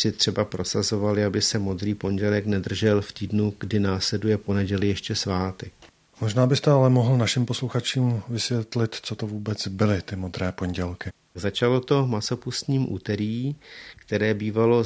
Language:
Czech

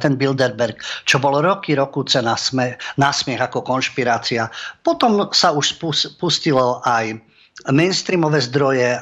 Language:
Slovak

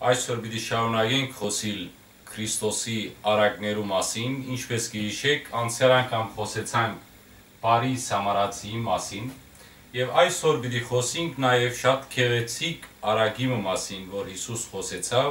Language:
Western Armenian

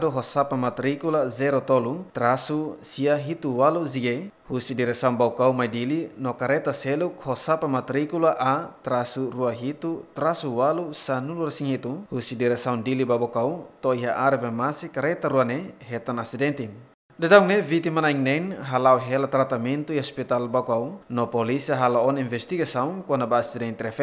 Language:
Tetum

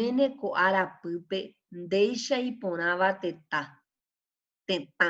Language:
Guarani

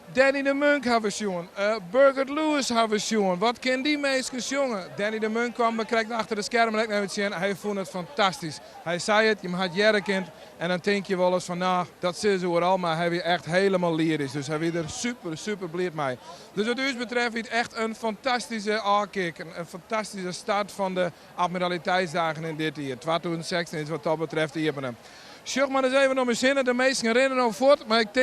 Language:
Western Frisian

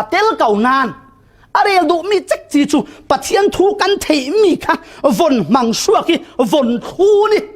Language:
Falam Chin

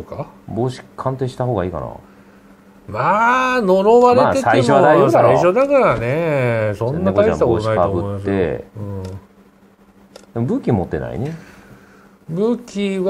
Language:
Japanese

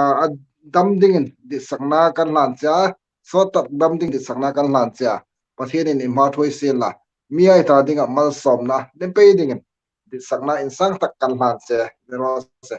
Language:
Hmar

